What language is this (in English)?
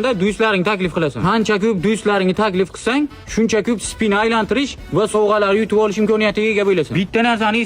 Uzbek